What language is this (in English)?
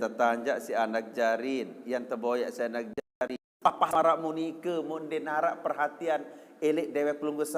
Sasak